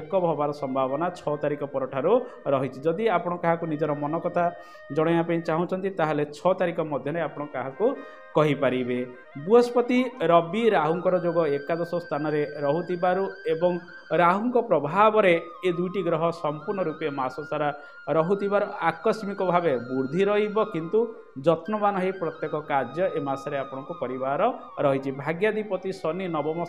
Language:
Odia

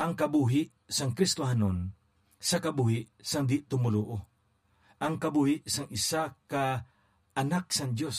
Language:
Hiligaynon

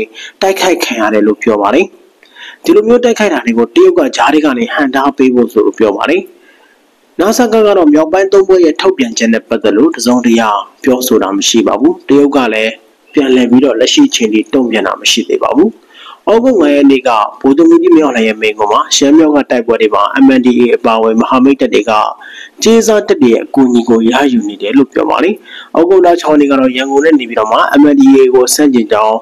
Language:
Burmese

